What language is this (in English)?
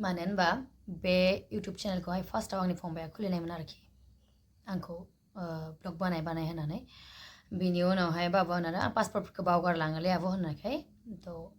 Bodo